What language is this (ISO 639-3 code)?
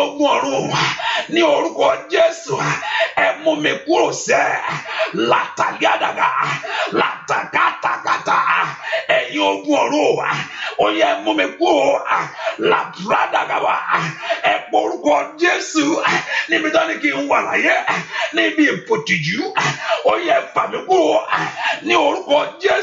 yor